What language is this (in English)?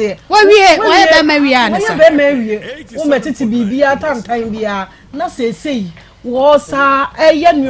Akan